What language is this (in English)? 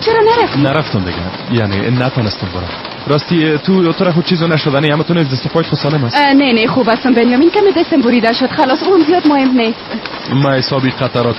Persian